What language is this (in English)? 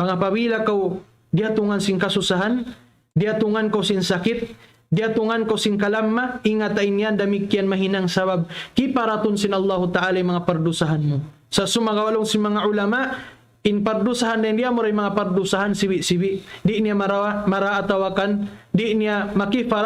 Tausug